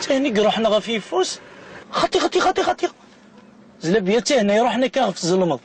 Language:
Kabyle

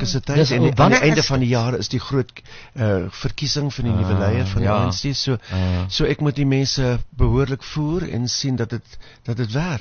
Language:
Afrikaans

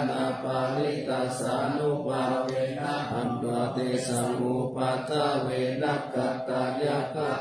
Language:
Pali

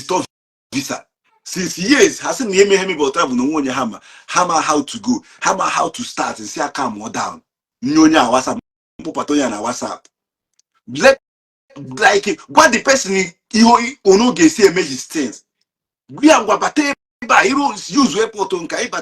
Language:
Igbo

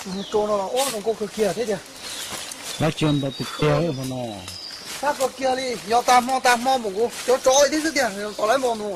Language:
Hmong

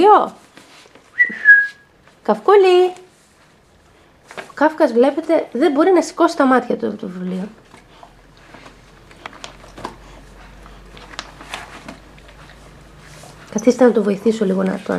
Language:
Greek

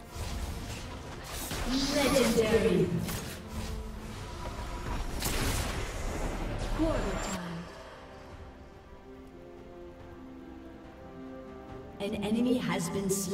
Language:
Chinese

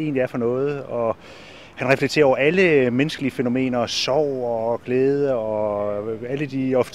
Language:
Danish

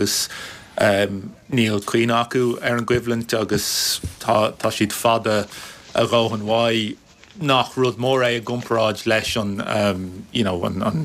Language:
Irish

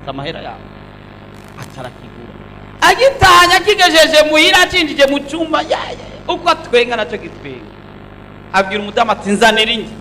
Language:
Rundi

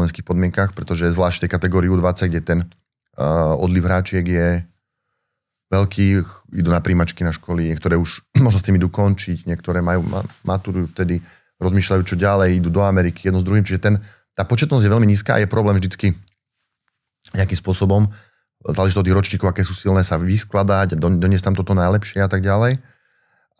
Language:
Slovak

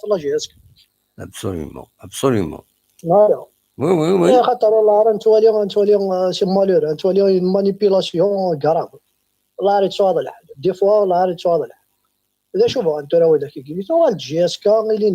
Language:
Kabyle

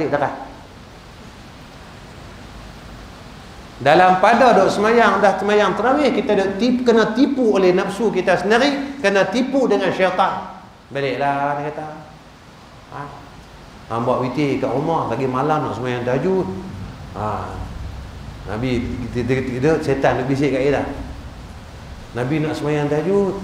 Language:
Malay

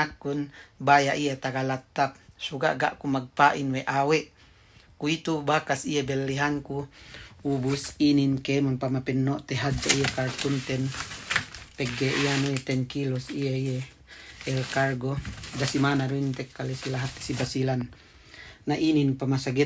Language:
Yakan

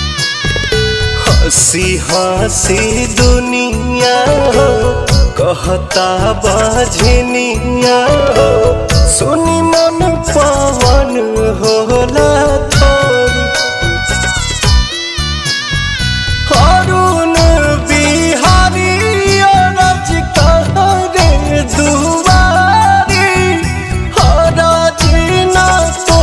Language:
Bhojpuri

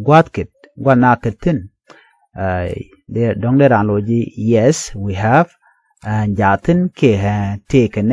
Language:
Nuer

